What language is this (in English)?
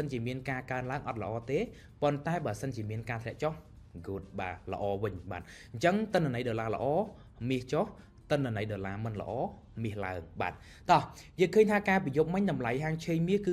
Khmer